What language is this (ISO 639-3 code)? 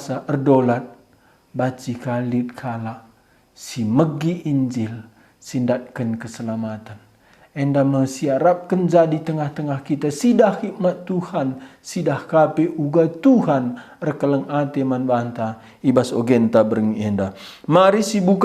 btx